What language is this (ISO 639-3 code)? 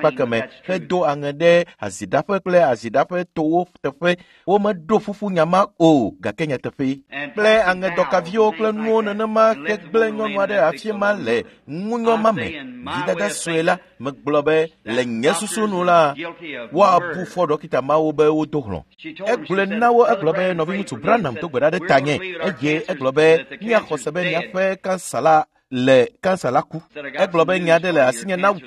ewe